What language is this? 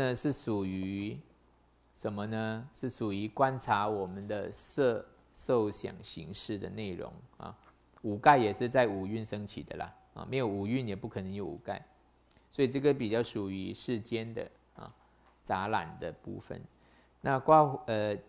Chinese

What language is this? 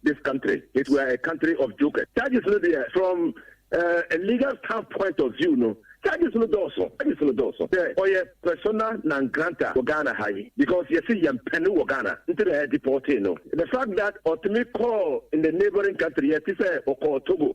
Akan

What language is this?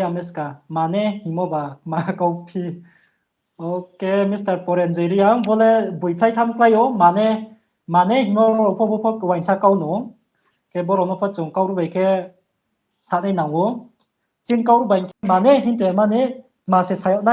Riang (India)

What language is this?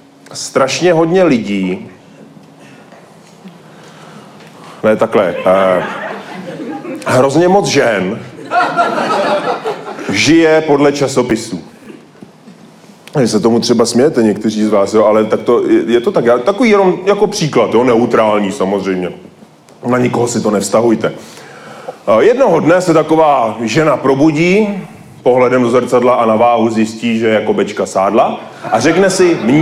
Czech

